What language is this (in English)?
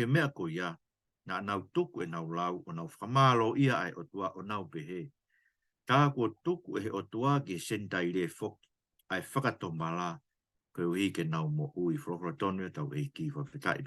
Tongan